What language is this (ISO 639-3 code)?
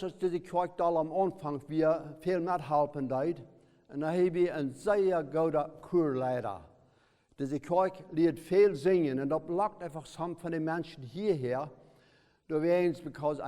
pdt